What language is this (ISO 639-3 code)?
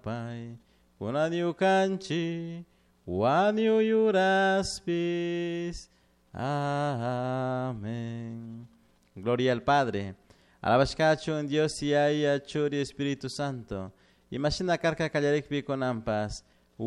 qug